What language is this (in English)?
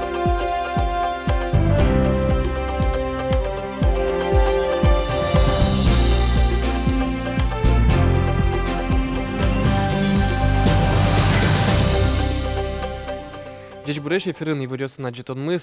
Udmurt